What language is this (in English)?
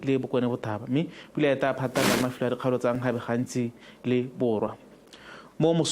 Tswana